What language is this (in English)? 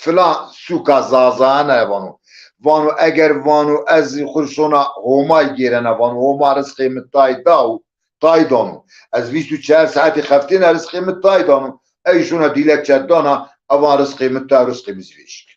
Zaza